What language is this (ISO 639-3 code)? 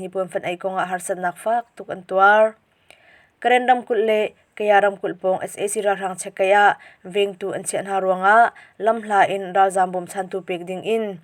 cnh